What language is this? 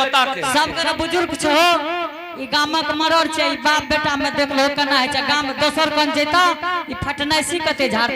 Angika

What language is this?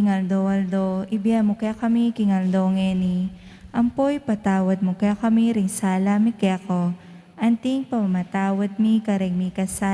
Pampanga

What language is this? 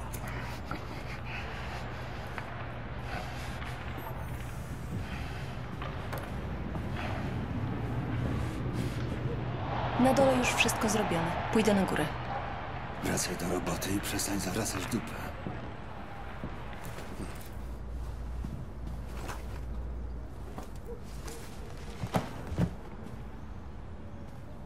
Polish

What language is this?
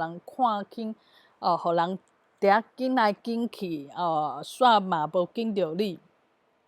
Min Nan Chinese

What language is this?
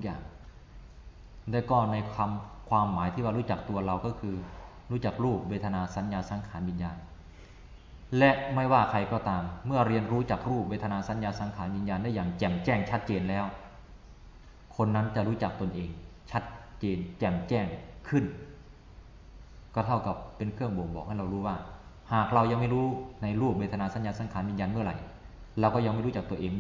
Thai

